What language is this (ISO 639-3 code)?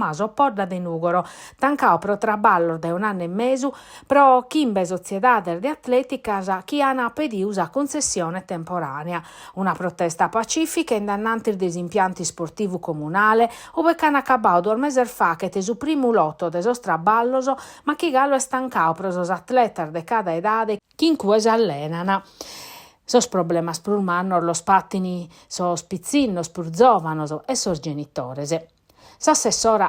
srd